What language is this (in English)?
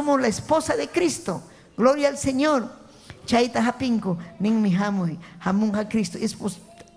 Ayacucho Quechua